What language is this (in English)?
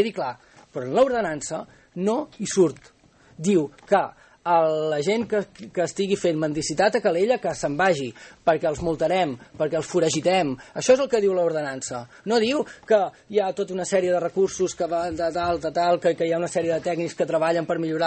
Catalan